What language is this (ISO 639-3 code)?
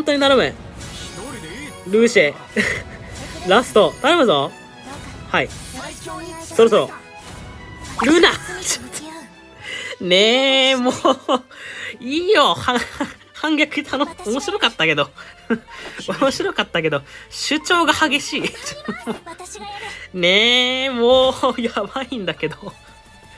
jpn